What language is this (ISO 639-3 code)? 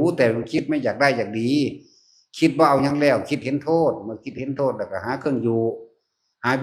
tts